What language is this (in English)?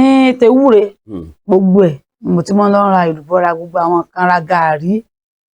Yoruba